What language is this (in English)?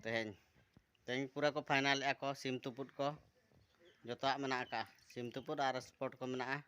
Santali